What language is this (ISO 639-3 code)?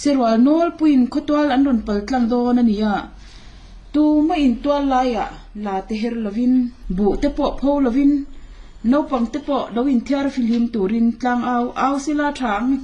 lus